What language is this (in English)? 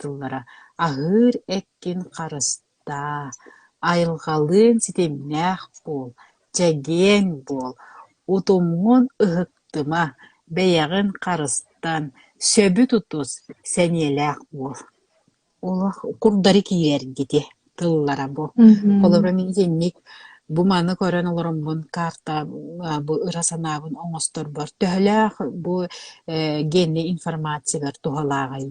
Yakut